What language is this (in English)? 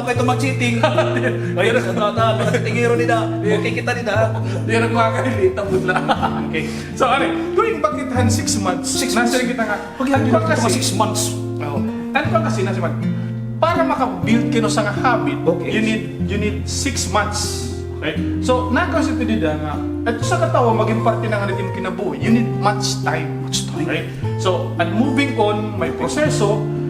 Waray